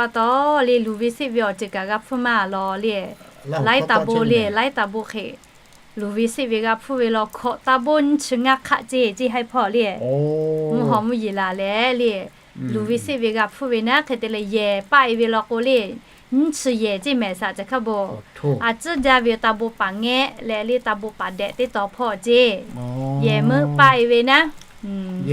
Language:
Lahu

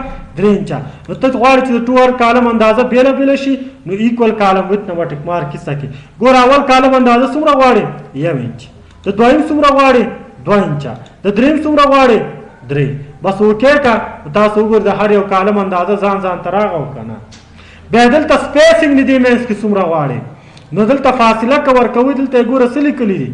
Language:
Pashto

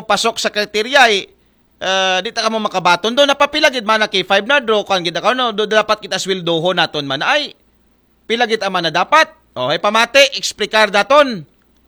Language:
Aklanon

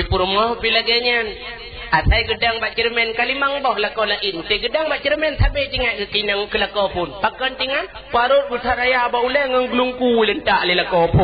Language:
Achinese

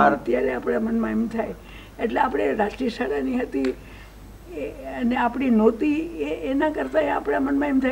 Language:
Gujarati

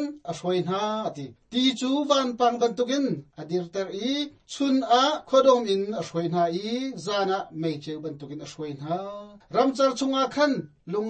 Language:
Hakha Chin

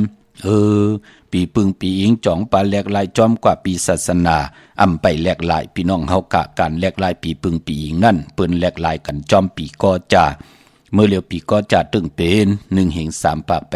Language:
Shan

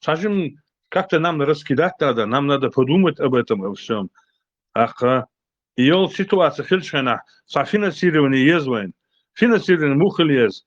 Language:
Chechen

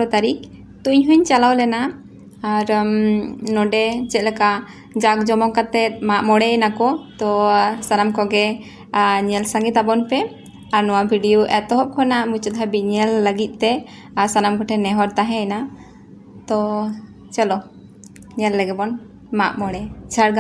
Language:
Santali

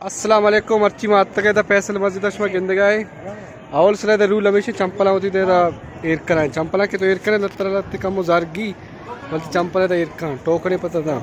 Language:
Baluchi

